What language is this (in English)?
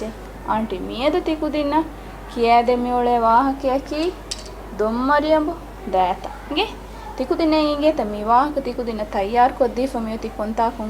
Divehi